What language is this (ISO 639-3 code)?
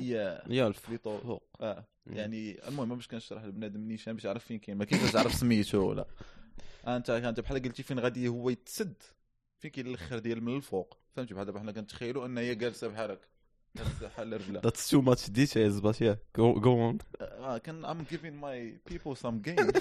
ary